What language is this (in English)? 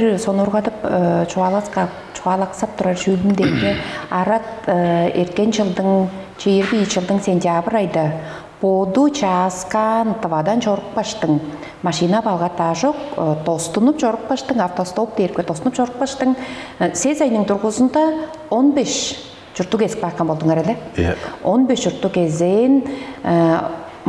Tuvinian